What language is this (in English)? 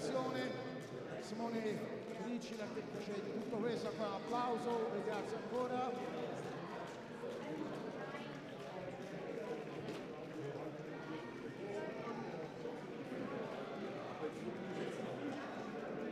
Italian